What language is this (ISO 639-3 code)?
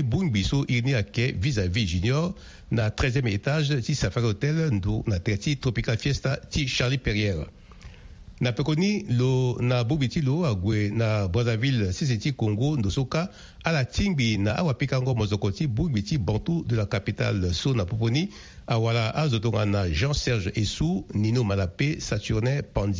sag